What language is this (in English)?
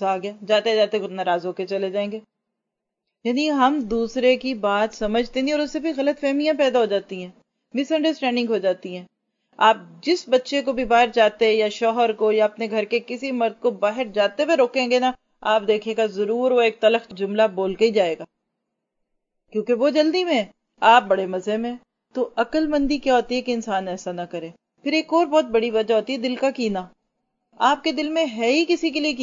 Urdu